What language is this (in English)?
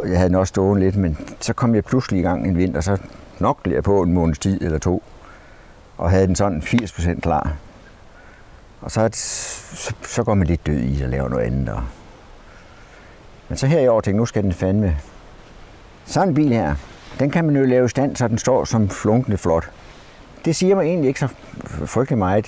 Danish